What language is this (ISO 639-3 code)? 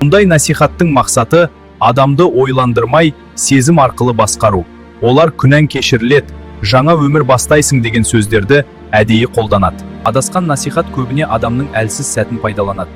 kaz